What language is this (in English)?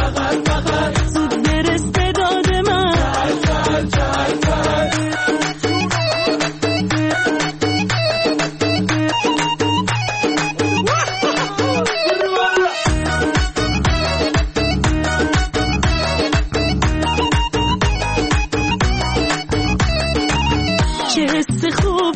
Persian